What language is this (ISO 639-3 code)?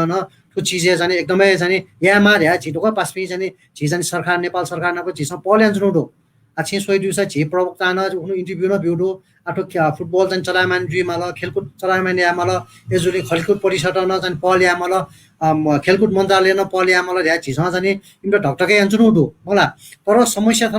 new